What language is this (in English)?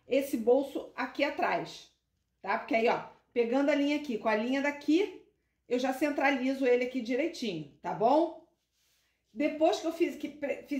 Portuguese